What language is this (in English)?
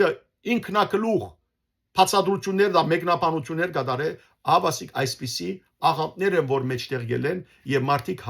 Western Armenian